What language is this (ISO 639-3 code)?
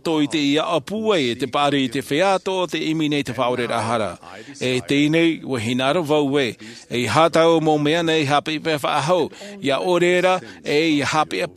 tah